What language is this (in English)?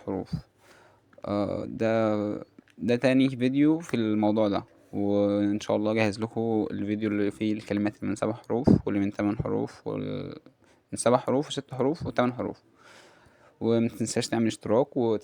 Egyptian Arabic